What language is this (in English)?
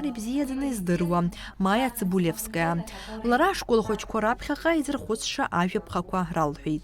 Abkhazian